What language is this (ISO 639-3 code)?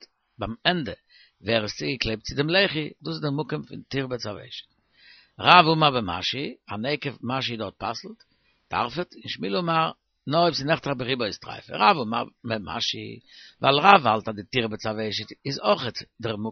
yid